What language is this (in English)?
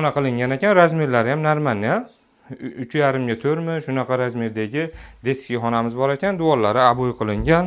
Uzbek